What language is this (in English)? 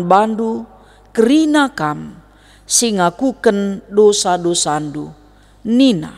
Batak Karo